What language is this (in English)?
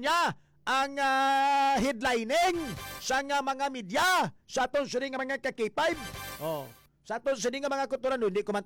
Hiligaynon